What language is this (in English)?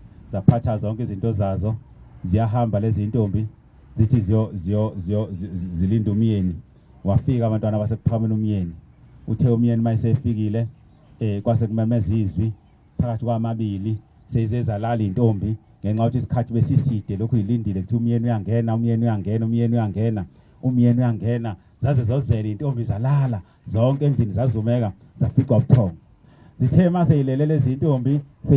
Zulu